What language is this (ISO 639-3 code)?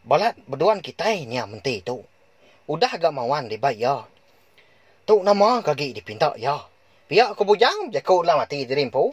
iba